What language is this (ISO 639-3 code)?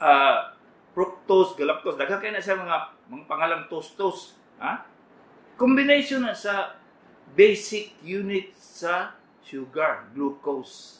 ceb